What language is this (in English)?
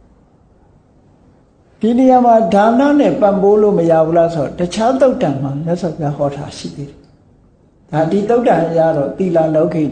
Burmese